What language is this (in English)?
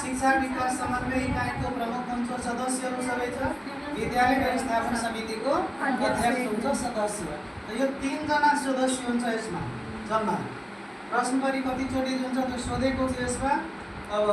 Nepali